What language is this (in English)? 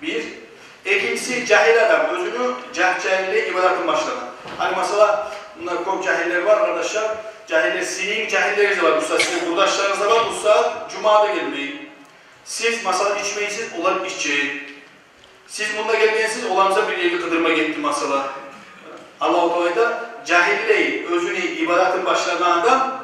Kumyk